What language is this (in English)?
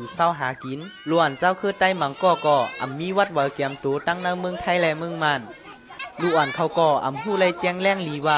Shan